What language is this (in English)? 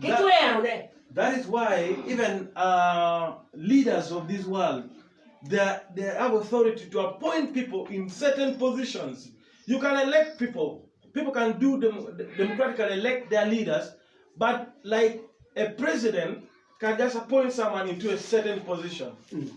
Acoli